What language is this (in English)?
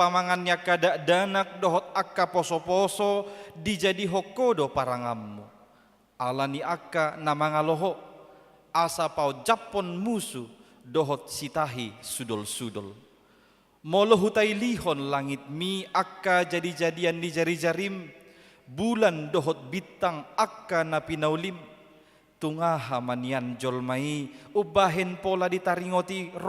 Batak Toba